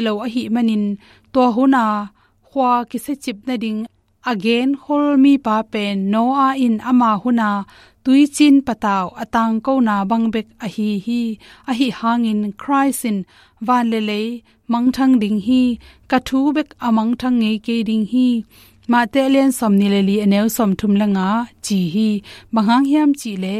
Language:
Tedim Chin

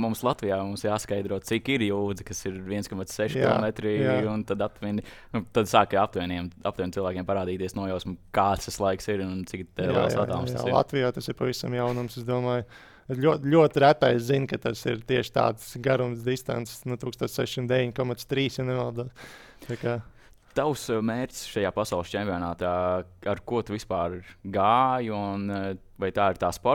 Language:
Latvian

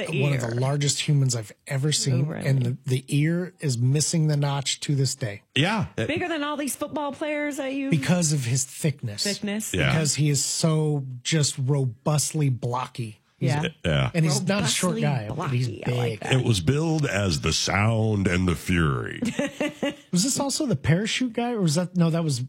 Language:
English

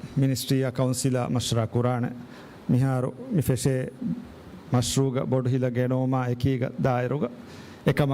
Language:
Divehi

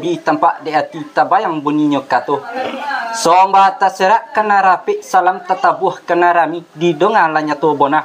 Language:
Minangkabau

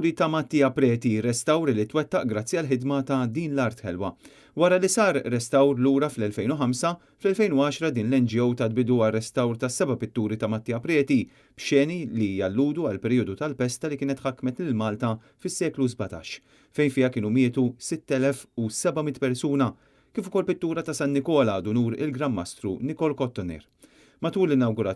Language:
Maltese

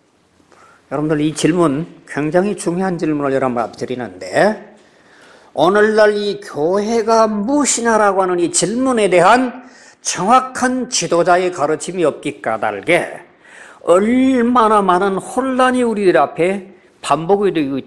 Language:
Korean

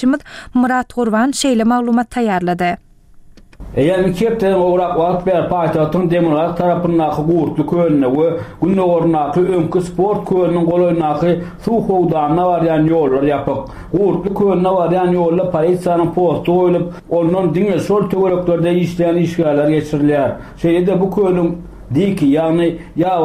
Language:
Turkmen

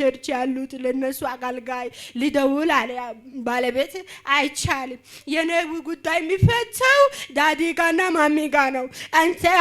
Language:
Amharic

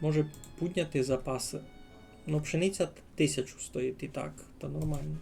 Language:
Rusyn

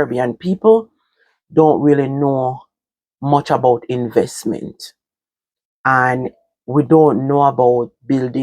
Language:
Jamaican Creole English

